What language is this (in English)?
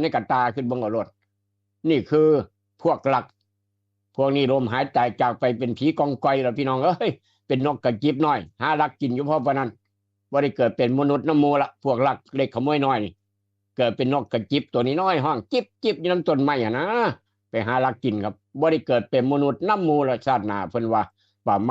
Northeastern Thai